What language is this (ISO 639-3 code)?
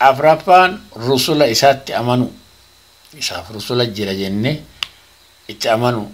orm